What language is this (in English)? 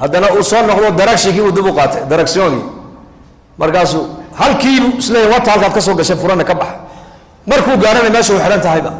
Somali